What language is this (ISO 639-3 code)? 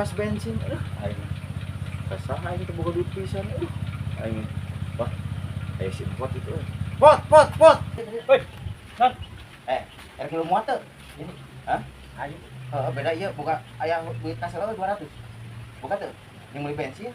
sun